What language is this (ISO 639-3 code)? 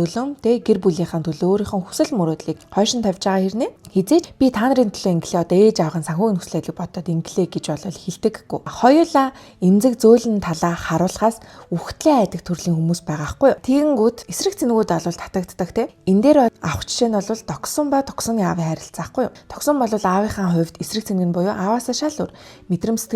mon